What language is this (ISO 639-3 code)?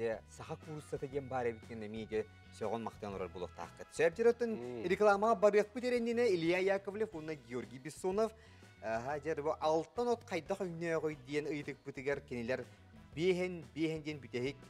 sah